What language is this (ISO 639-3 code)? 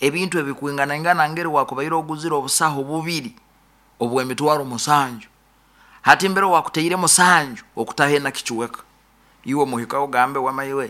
nyo